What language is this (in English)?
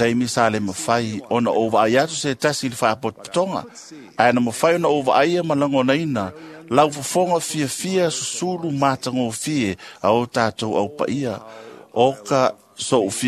Samoan